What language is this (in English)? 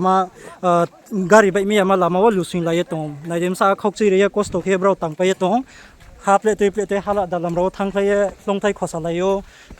Riang (India)